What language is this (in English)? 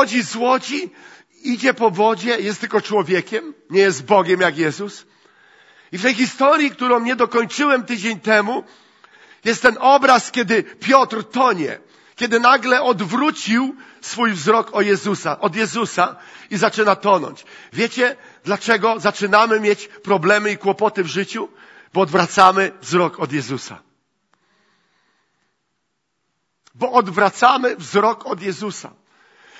Polish